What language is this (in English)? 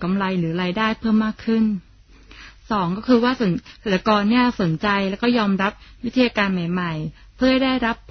Thai